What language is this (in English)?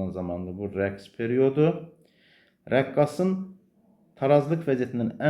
Azerbaijani